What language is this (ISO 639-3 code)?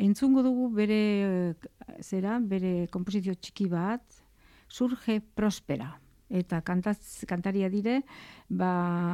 eus